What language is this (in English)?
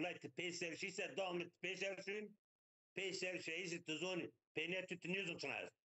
Zaza